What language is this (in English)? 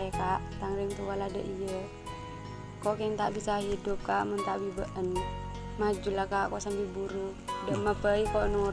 Madurese